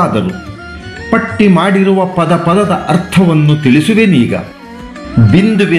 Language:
Kannada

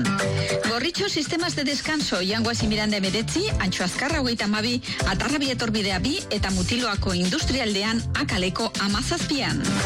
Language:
Basque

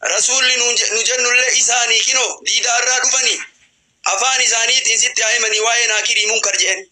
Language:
Oromo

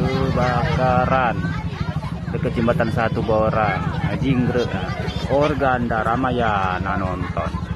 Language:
Musi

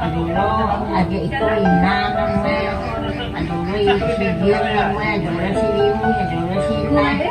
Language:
Minangkabau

